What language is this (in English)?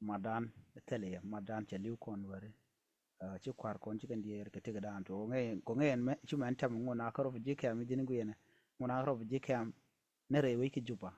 Nuer